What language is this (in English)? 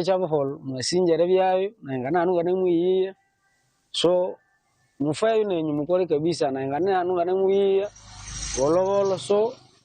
Nyankole